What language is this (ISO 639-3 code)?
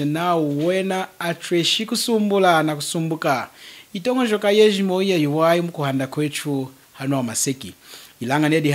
lun